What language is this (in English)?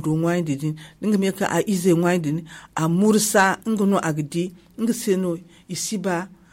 Zarma